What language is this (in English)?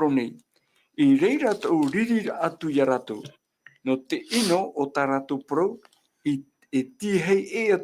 Tahitian